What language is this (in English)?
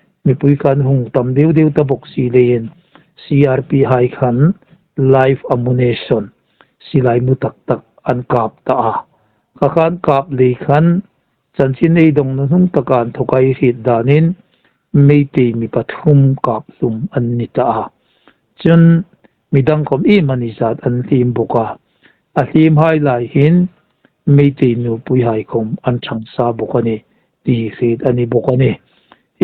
Hmar